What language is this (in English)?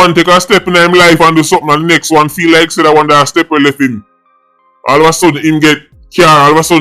Jamaican Creole English